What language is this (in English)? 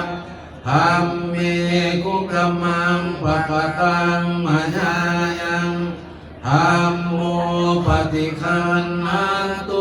Pali